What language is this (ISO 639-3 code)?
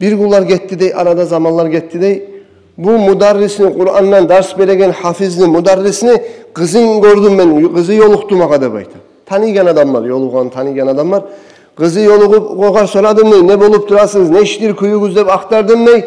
kum